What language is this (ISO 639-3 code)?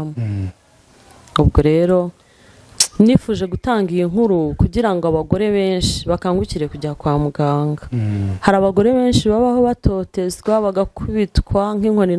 kin